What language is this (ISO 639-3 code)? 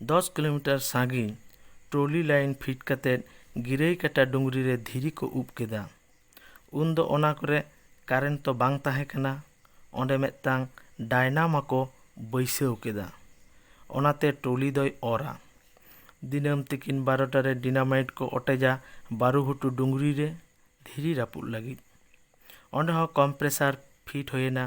sat